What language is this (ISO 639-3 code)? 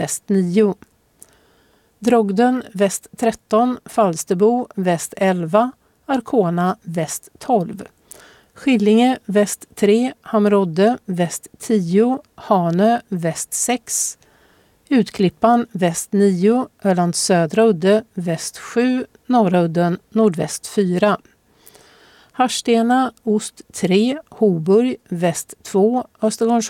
swe